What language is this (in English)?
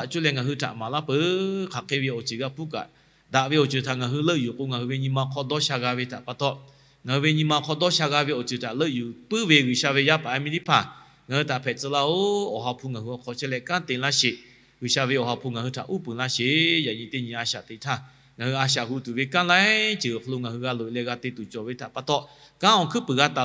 Lahu